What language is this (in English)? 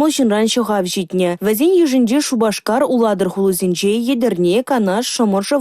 Chuvash